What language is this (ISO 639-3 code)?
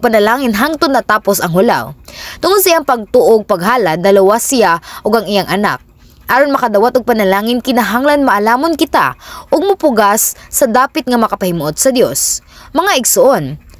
ceb